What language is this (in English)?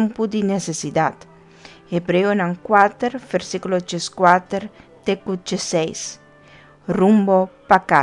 Papiamento